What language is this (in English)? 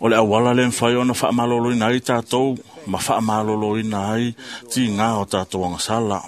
Samoan